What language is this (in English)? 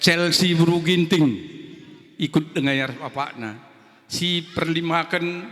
Batak Karo